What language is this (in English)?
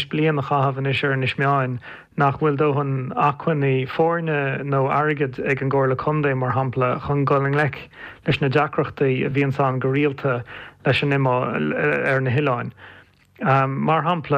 Irish